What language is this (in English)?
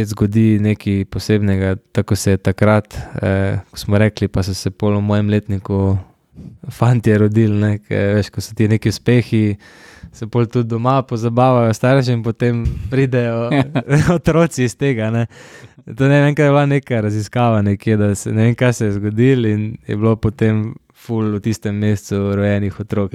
Slovenian